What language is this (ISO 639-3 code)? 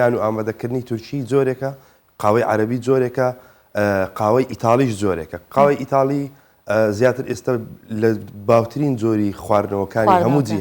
ckb